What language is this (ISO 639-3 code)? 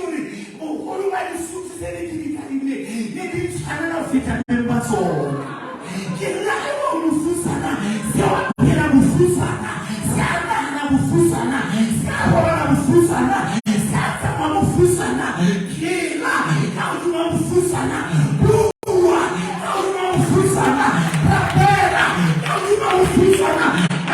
sot